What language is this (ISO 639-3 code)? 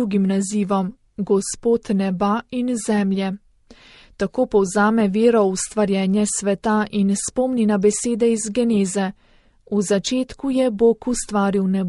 slv